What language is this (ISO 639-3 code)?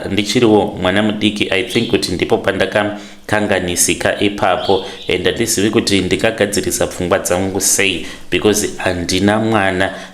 sna